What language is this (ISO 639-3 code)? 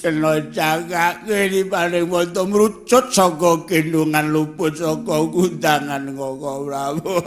jav